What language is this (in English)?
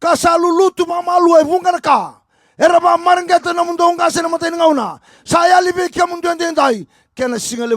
Fijian